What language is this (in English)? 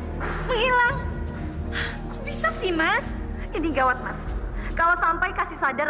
Indonesian